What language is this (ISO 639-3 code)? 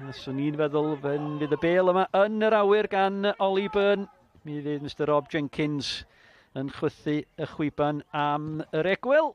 cym